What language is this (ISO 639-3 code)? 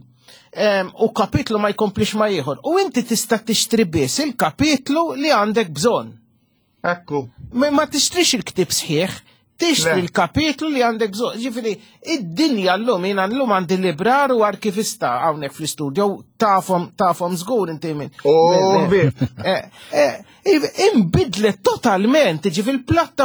mlt